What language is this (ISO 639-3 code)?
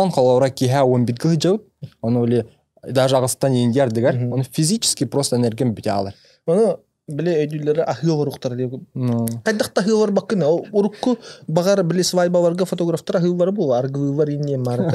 sah